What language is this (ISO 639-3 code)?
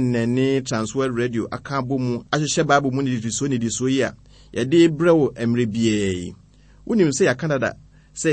aka